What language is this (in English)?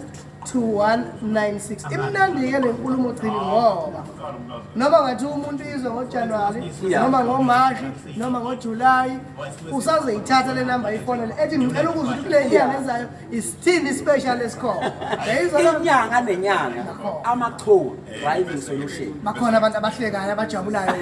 Zulu